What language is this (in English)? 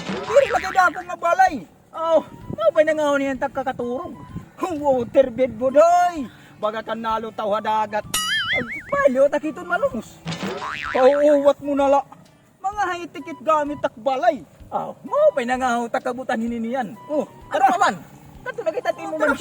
Waray